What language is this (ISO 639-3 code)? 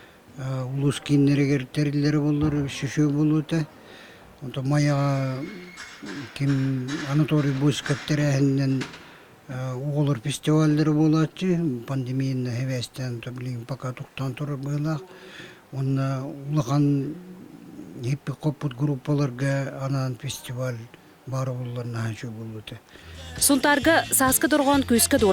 sah